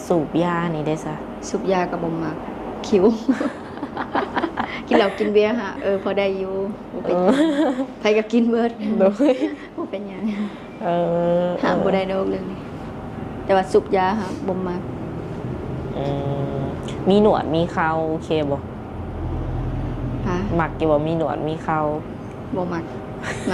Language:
Lao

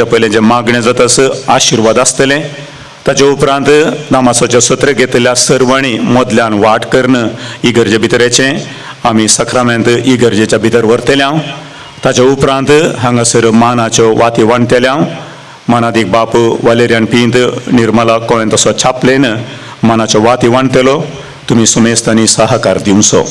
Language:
Konkani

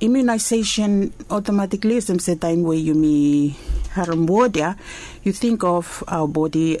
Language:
Bislama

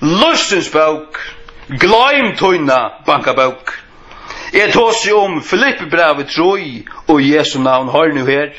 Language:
Faroese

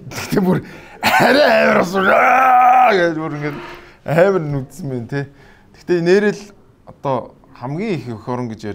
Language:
Mongolian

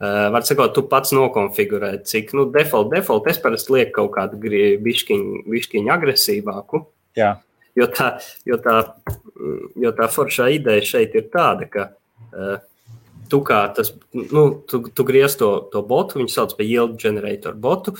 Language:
Latvian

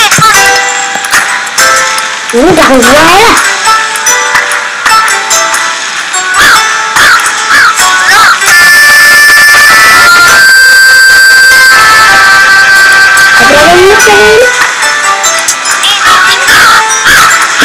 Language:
Indonesian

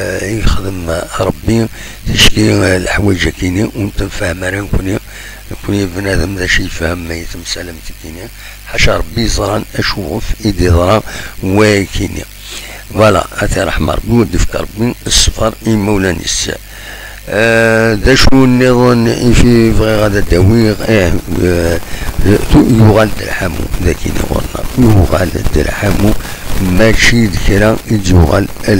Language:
Kabyle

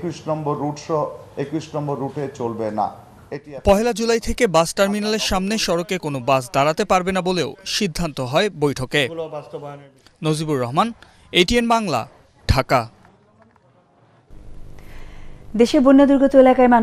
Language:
Bangla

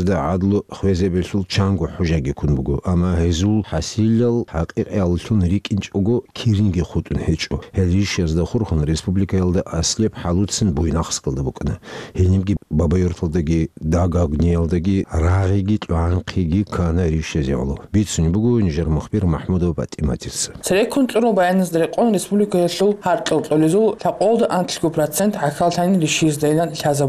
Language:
Avaric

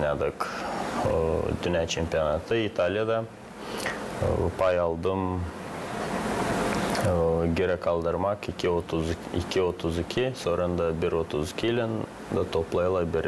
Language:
Gagauz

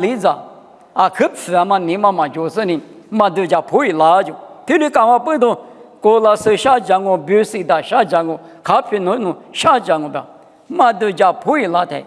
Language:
Lisu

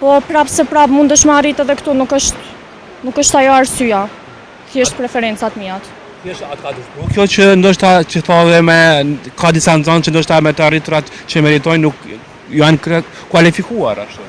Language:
Albanian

